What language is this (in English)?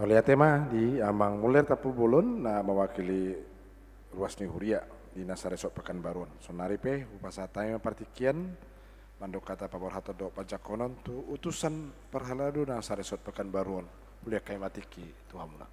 Batak Toba